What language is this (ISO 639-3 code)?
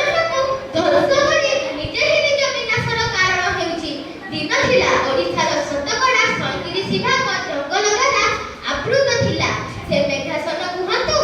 ori